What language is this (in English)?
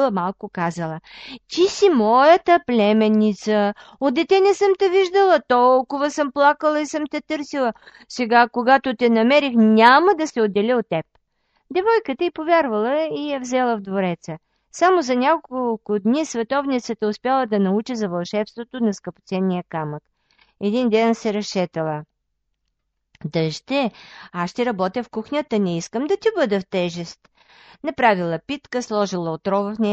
Bulgarian